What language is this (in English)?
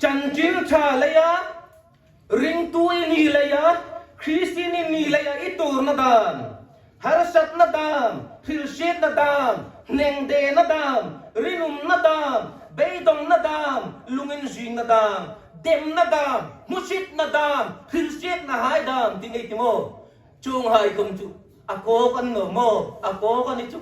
Hmar